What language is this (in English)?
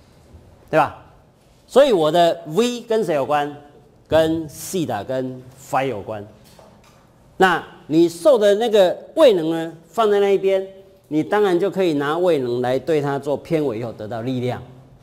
Chinese